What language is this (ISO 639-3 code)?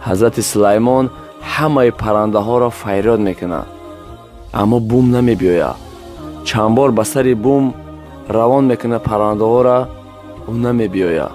tgk